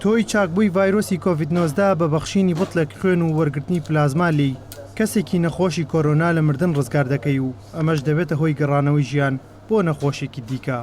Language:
Central Kurdish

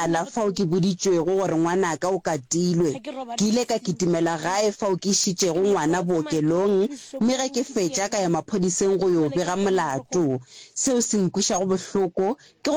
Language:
Northern Sotho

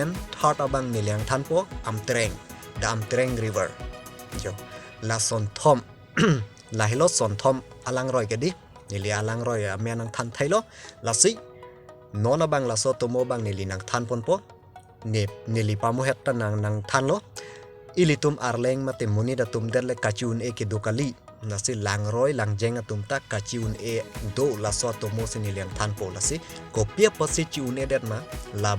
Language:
Karbi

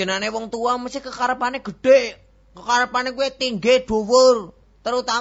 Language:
Javanese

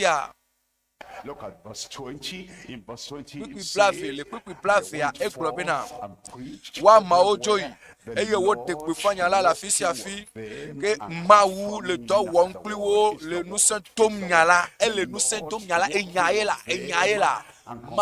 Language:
Ewe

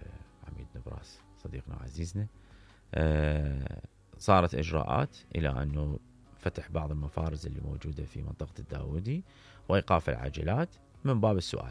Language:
Mesopotamian Arabic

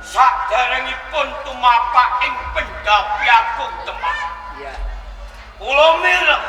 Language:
Javanese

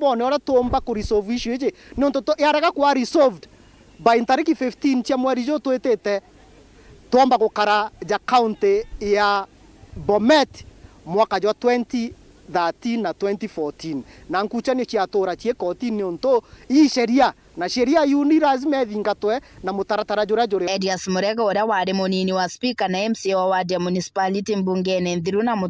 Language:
Meru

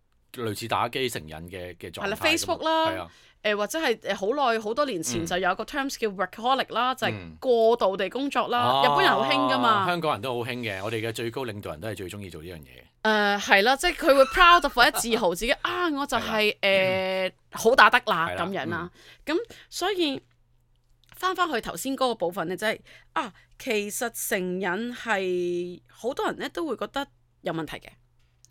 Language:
Cantonese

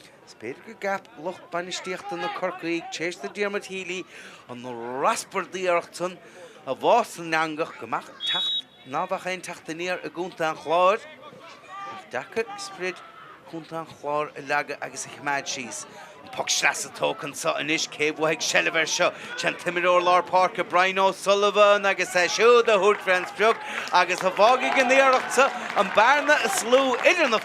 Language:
Irish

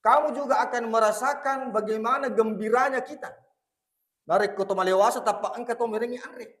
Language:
Buginese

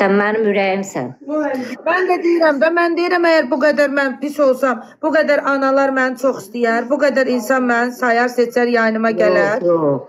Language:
Azerbaijani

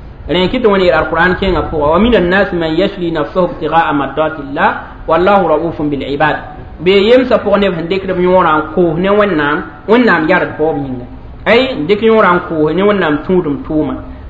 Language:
Mossi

